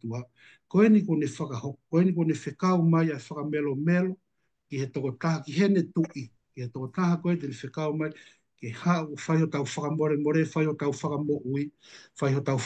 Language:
Tongan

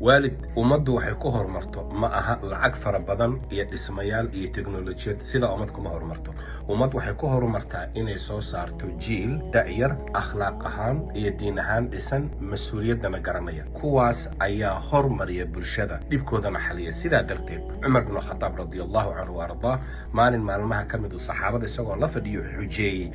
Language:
Somali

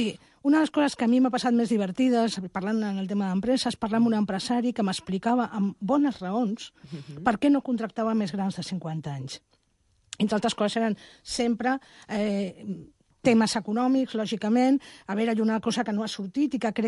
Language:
Catalan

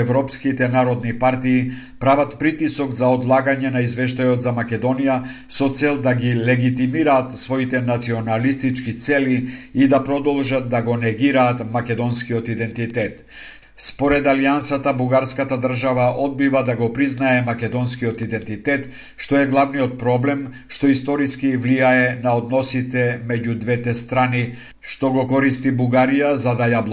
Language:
Macedonian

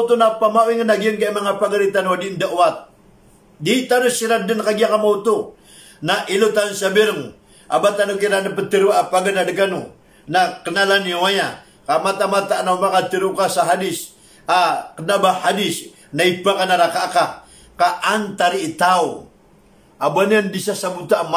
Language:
Maranao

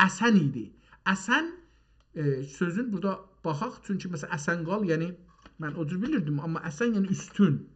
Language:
South Azerbaijani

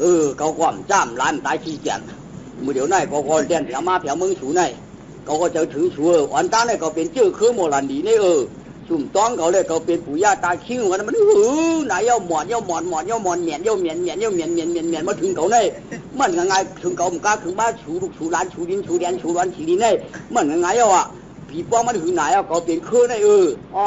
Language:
Shan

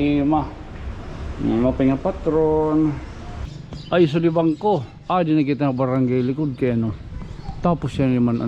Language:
Waray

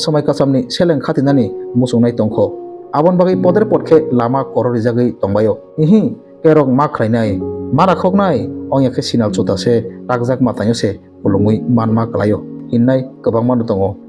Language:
Kok Borok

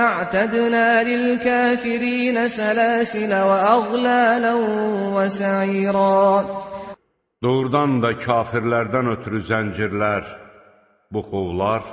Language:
Azerbaijani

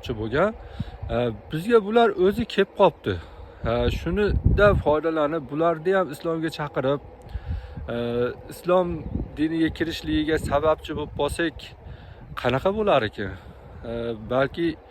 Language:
Uzbek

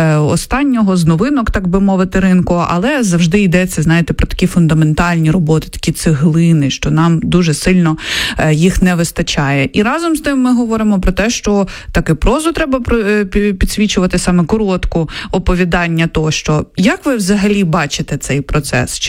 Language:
Ukrainian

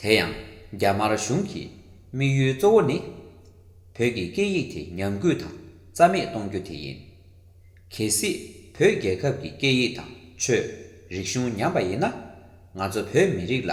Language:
Tibetan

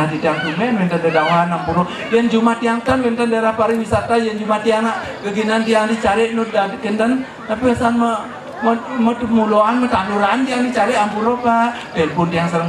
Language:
Balinese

